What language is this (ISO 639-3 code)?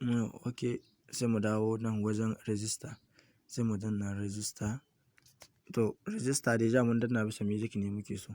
hau